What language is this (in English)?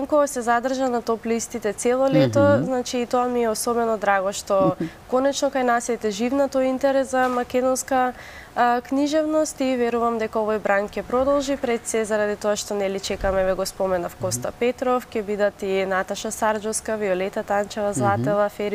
Macedonian